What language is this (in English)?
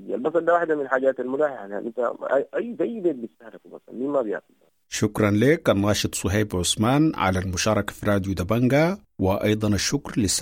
Sudanese Arabic